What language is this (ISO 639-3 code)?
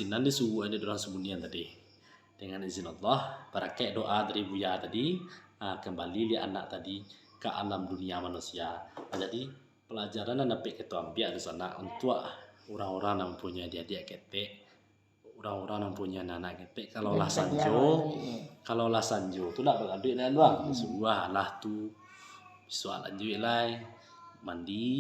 min